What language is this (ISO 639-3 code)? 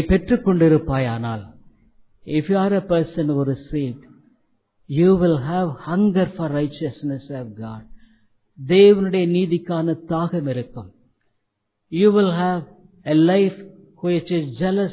tam